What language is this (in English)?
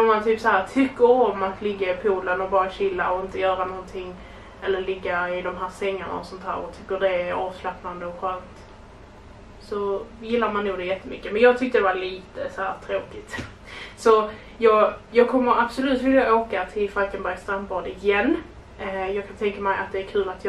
Swedish